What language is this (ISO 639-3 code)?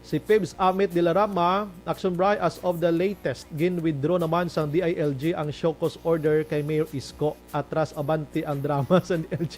hil